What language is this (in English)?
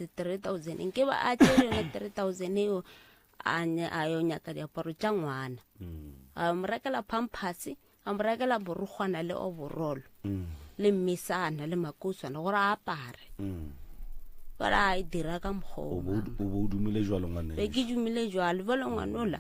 Northern Sotho